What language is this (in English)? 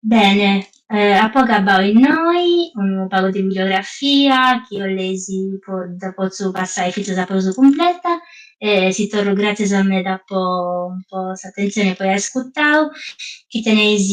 Sardinian